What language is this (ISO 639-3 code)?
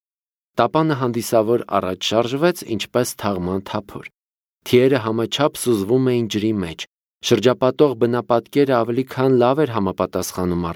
hye